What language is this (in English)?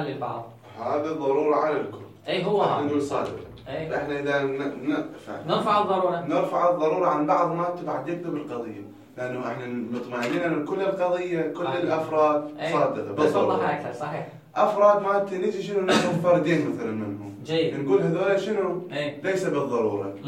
Mesopotamian Arabic